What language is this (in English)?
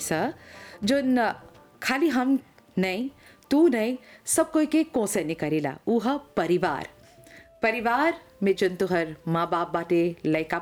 Bhojpuri